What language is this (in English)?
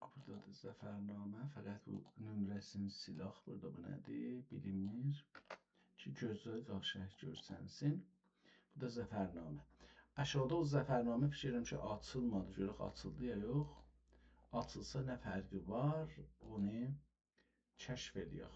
South Azerbaijani